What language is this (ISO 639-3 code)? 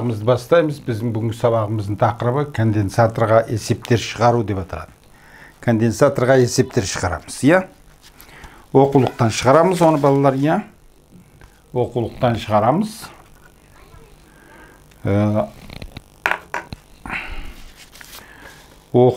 kaz